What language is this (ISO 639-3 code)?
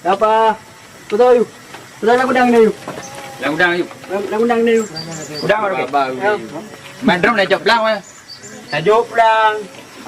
ace